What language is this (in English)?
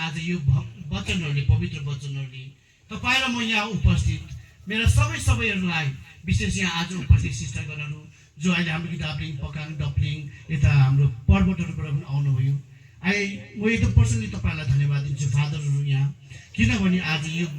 Nepali